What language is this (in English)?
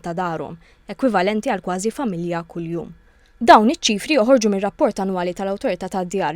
Maltese